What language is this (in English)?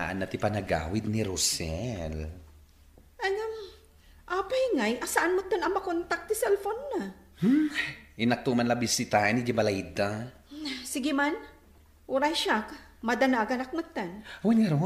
Iloko